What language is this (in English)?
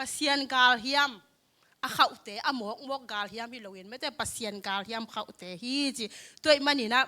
Tedim Chin